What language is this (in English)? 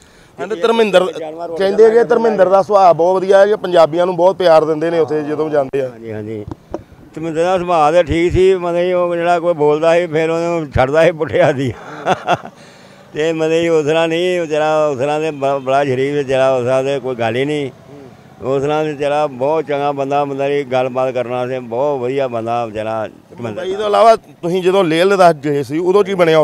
Punjabi